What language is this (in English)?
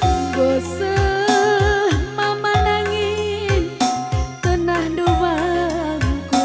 Batak Karo